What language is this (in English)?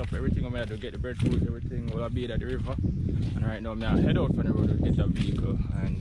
Jamaican Creole English